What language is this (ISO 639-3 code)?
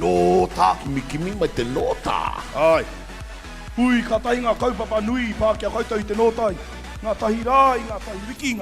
mri